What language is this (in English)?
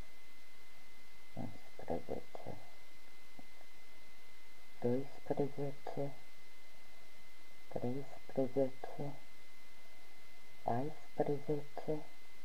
Romanian